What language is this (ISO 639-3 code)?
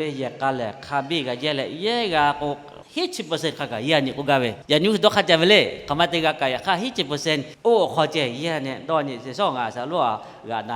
lhu